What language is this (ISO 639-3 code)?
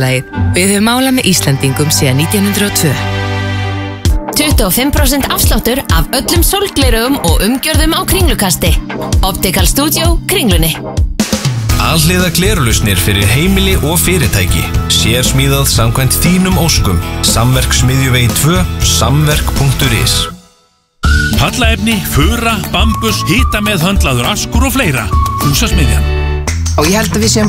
isl